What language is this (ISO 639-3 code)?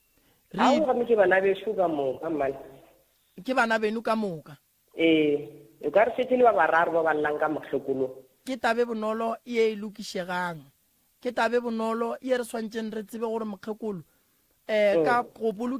nso